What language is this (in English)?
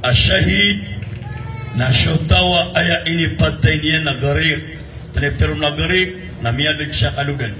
Maranao